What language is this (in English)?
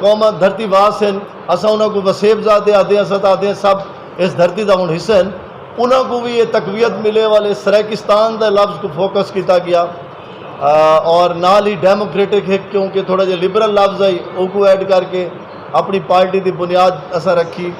Saraiki